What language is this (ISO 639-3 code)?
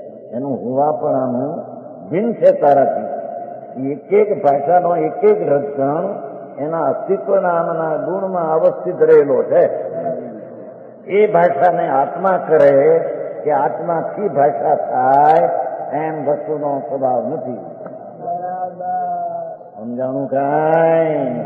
guj